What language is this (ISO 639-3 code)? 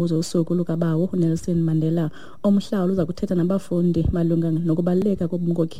xho